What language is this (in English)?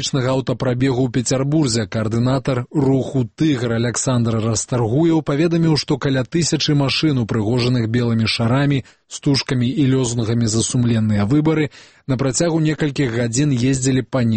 Belarusian